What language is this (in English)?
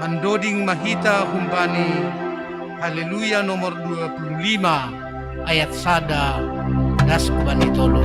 Batak Simalungun